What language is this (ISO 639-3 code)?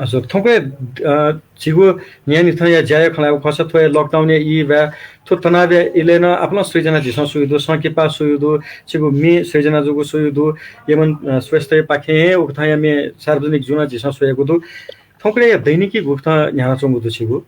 new